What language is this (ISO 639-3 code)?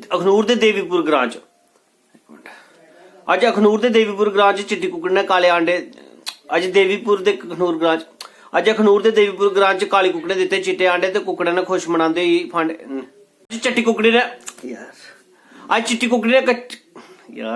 doi